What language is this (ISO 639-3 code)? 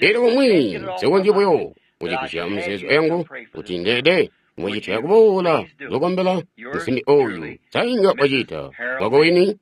toi